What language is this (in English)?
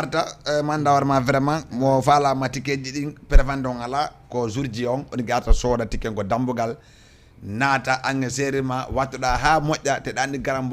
Fula